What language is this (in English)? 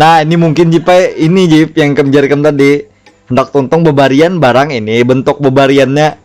Banjar